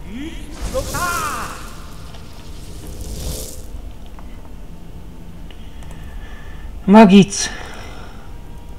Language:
Hungarian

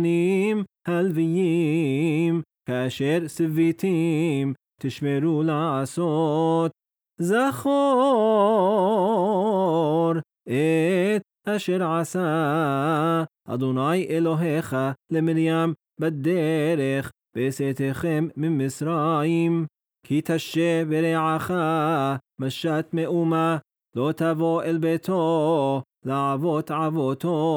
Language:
Hebrew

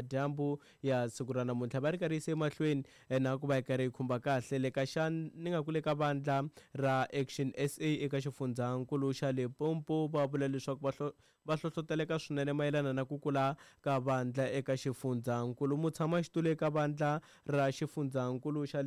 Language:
Tsonga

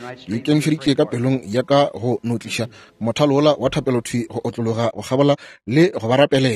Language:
Northern Sotho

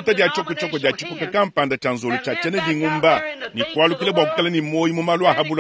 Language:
Luba-Lulua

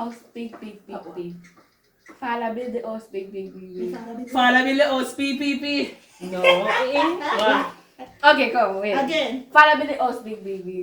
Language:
Jamaican Creole English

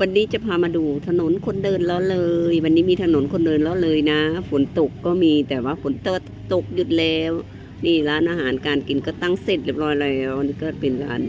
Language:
Lao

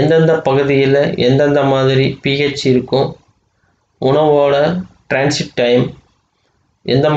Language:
Tamil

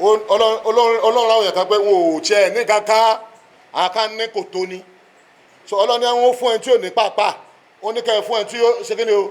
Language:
Yoruba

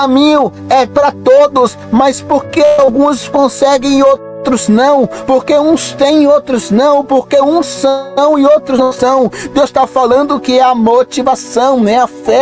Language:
Portuguese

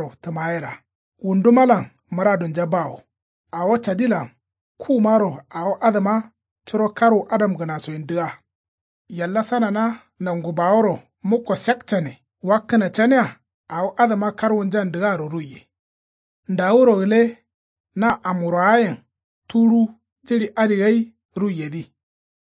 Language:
Kanuri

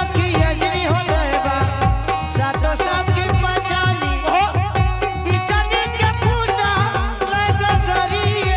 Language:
Angika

